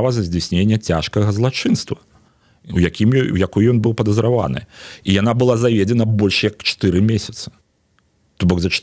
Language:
Belarusian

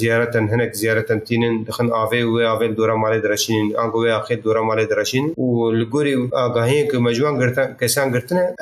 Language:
Kurdish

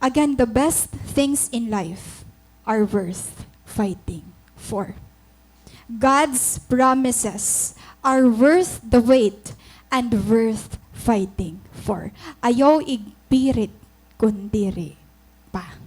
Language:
Waray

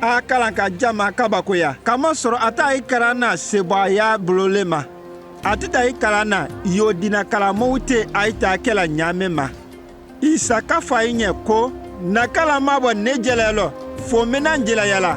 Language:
Konyanka Maninka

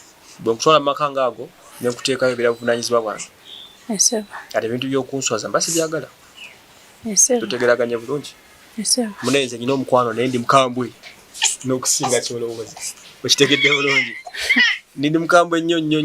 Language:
Ganda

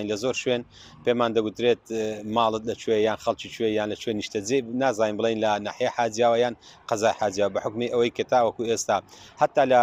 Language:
Central Kurdish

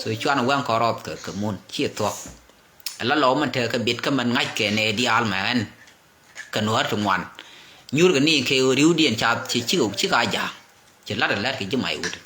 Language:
Nuer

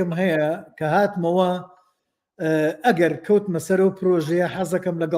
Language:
Central Kurdish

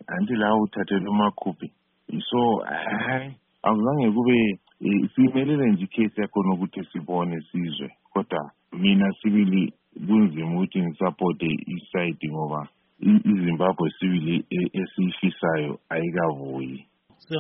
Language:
North Ndebele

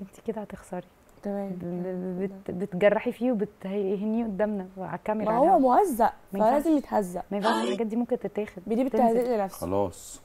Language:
Egyptian Arabic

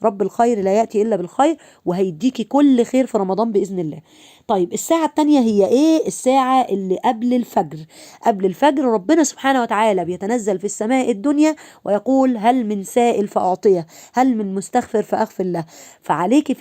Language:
Egyptian Arabic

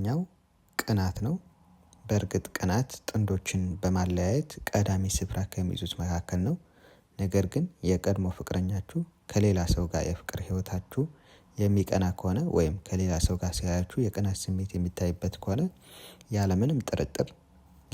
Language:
Amharic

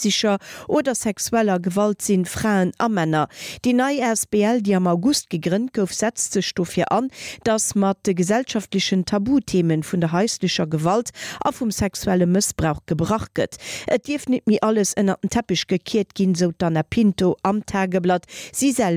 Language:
Luxembourgish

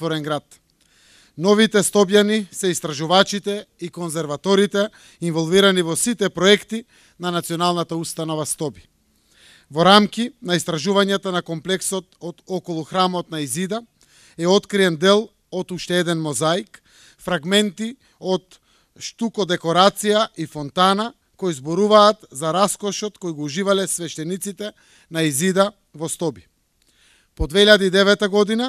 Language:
Macedonian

